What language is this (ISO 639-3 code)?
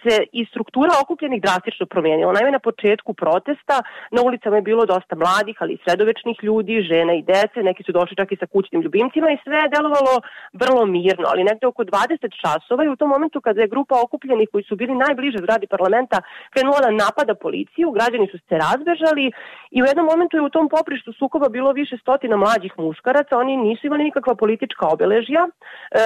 srp